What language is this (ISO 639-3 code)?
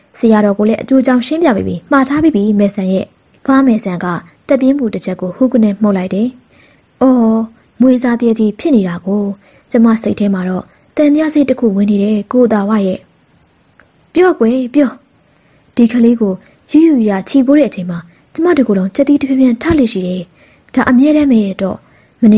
mya